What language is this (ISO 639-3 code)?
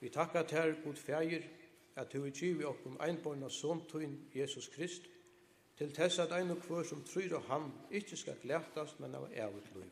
fao